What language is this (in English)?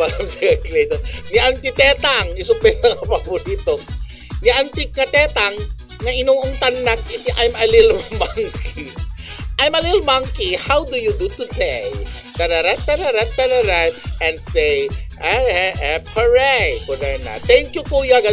Iloko